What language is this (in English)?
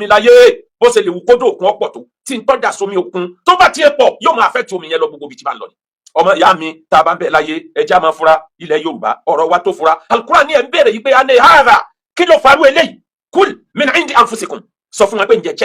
Yoruba